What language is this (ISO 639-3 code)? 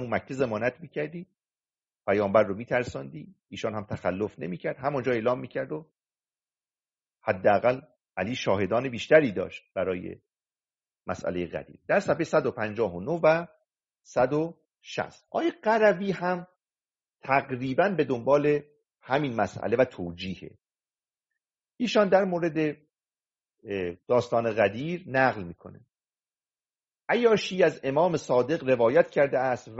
fas